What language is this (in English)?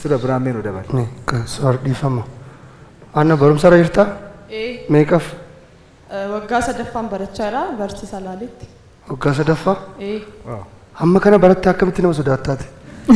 Oromo